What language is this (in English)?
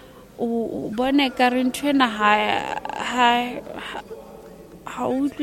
Tswana